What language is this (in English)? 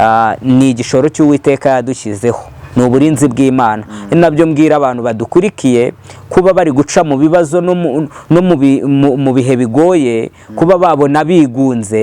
Kinyarwanda